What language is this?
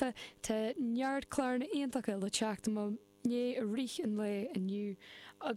Irish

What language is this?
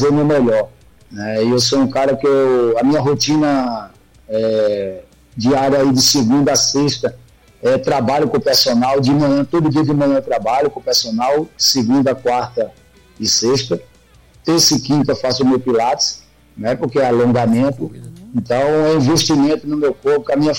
Portuguese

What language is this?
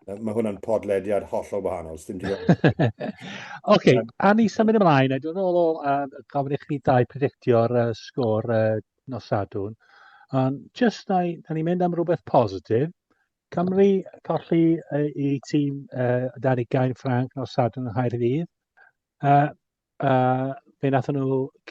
Welsh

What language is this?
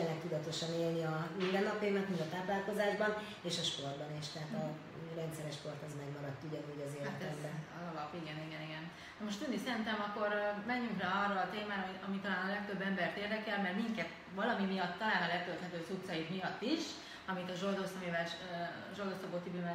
Hungarian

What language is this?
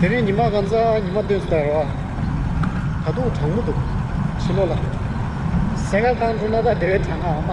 Tibetan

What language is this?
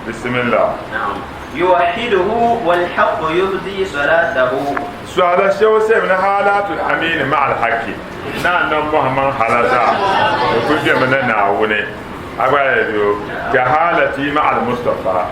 Dagbani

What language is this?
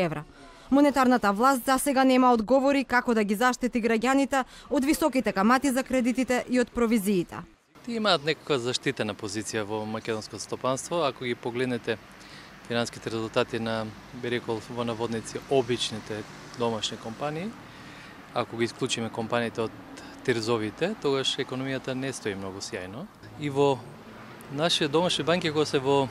Macedonian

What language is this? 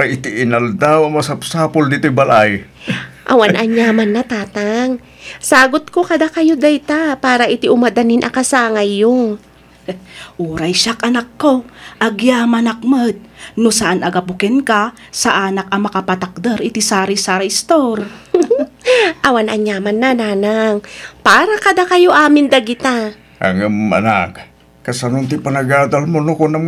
Iloko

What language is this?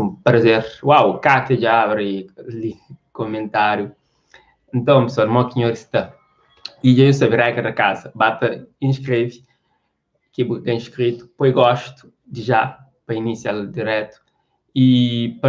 Kabuverdianu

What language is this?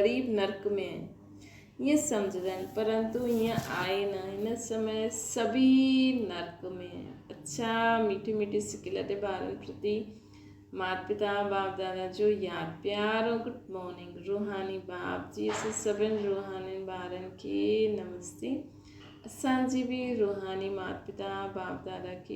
Sindhi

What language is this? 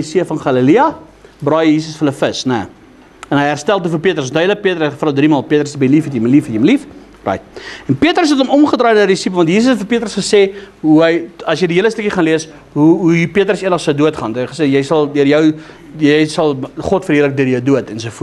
Afrikaans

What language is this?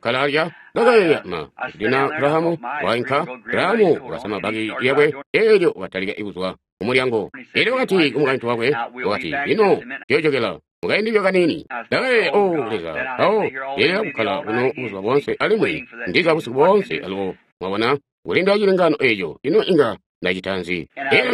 Tonga (Zambia)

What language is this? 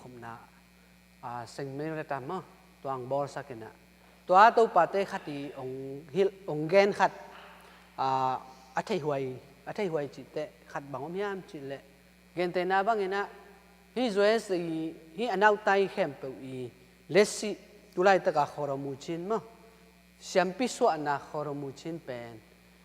Tedim Chin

